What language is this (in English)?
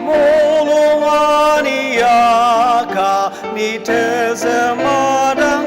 Ao Naga